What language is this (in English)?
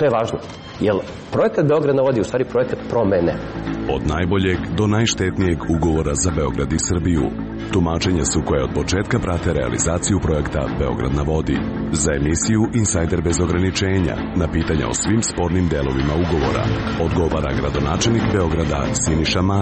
Serbian